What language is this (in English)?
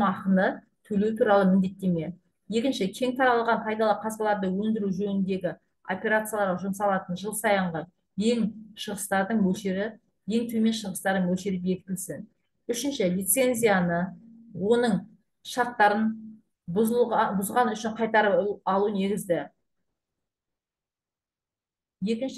Kazakh